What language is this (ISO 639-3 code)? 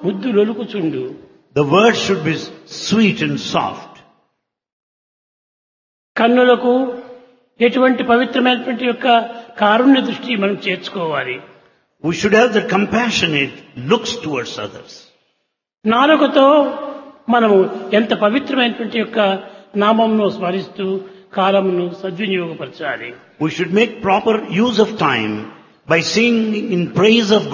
tel